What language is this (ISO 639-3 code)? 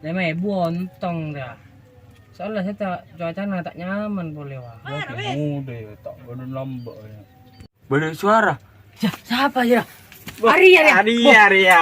mad